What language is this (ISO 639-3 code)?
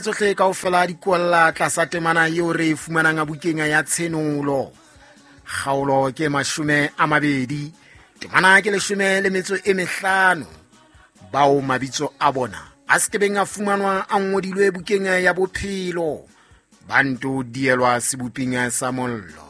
sot